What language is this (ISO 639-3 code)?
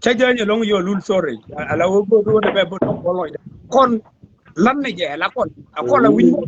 nus